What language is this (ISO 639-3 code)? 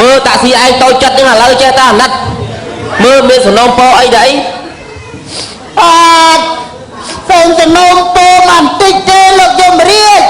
khm